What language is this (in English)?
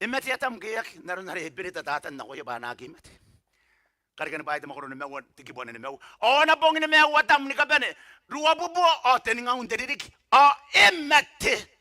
Gilbertese